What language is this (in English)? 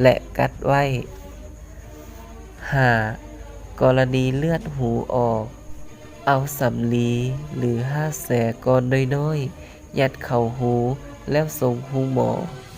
Lao